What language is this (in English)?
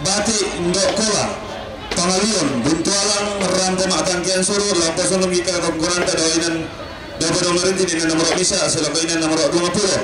Toraja-Sa'dan